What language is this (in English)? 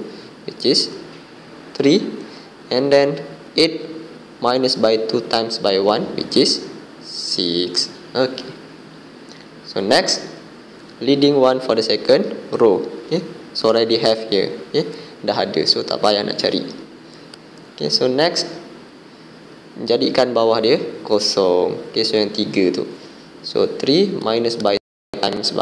Malay